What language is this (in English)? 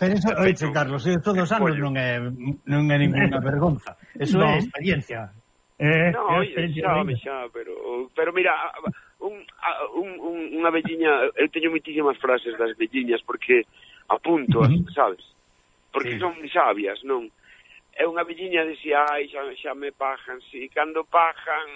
Galician